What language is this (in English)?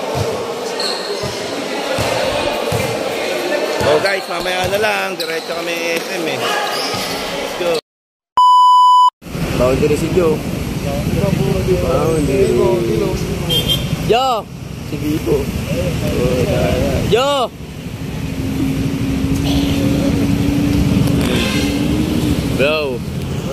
Filipino